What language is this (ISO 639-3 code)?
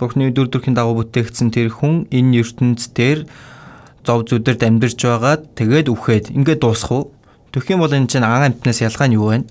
mon